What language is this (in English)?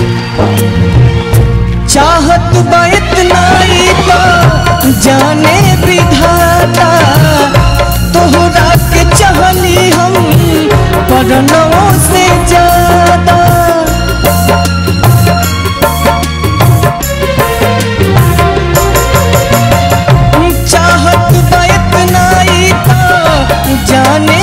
Bhojpuri